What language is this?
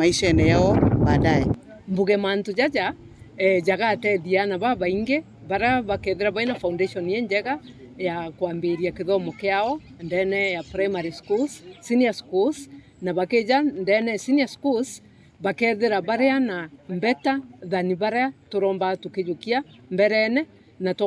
Meru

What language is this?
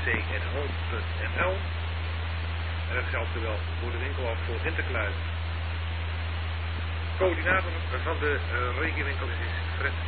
Dutch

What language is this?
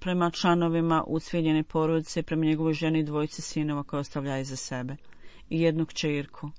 Bosnian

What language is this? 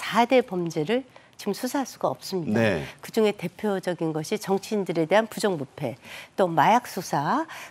Korean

